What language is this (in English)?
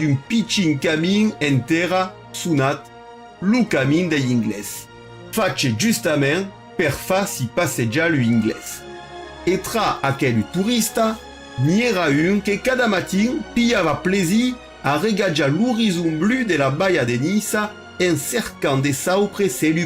Occitan